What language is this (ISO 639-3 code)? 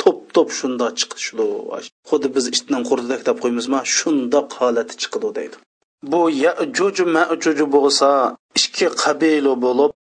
uig